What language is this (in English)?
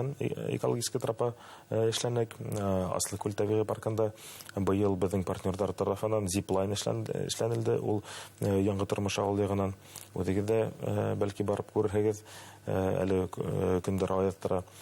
Bashkir